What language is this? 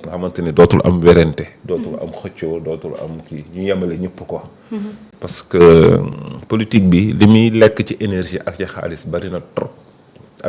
Wolof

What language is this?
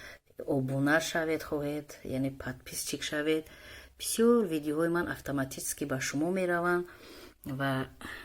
Tajik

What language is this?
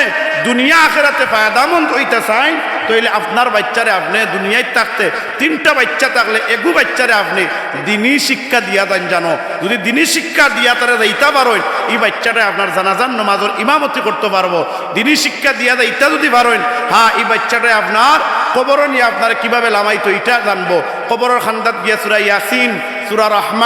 Sylheti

